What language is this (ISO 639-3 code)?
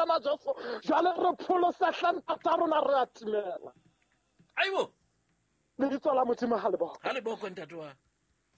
sot